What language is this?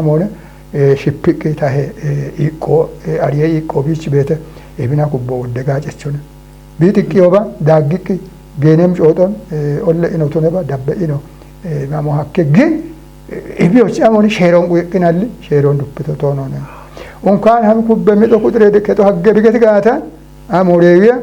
Kafa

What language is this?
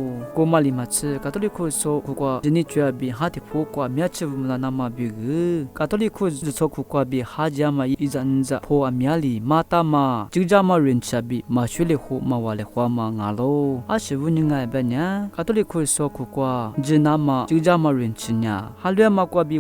Lisu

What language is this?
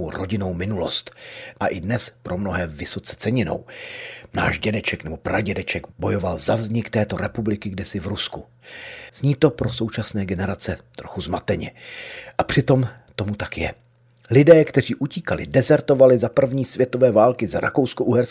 Czech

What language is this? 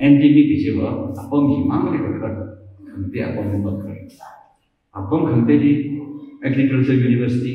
Tangkhul Naga (India)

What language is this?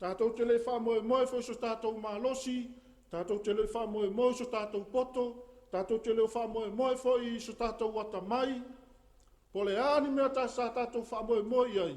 Samoan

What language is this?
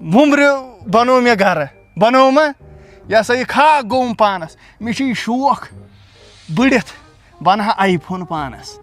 Kashmiri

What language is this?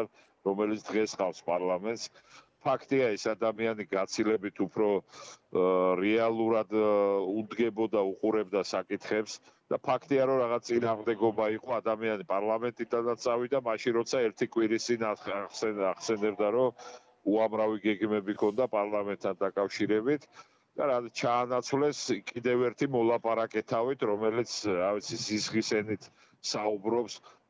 Georgian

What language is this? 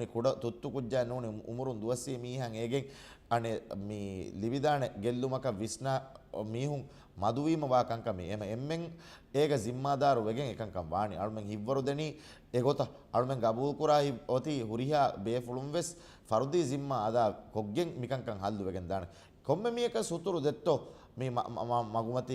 Divehi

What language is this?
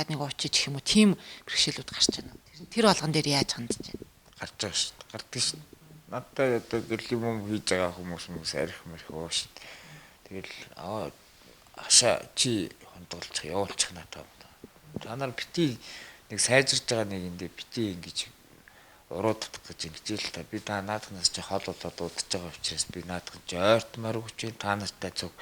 Mongolian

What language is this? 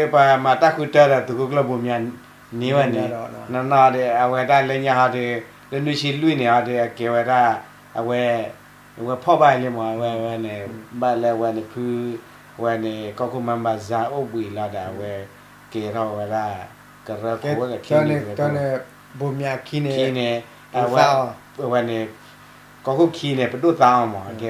S'gaw Karen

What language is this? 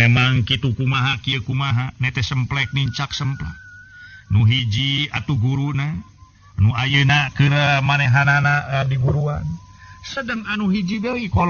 Sundanese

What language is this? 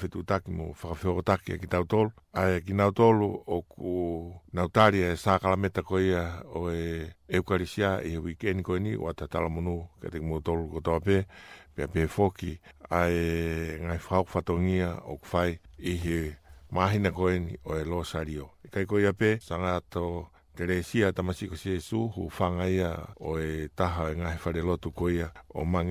Tongan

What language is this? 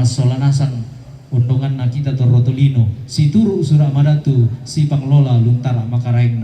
Toraja-Sa'dan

